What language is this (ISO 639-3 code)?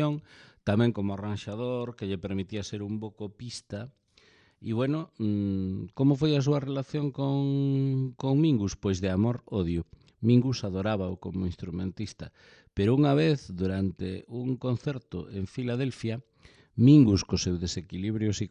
glg